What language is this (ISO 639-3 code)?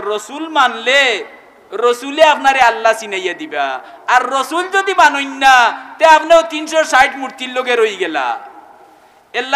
syl